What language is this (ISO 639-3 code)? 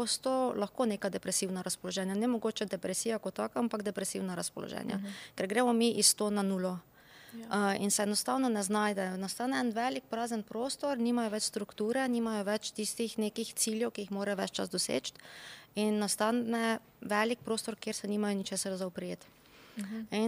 slv